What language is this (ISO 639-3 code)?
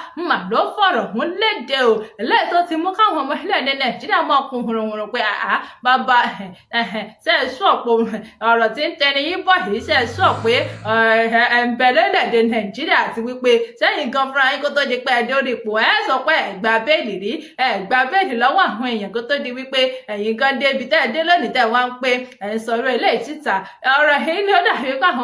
yor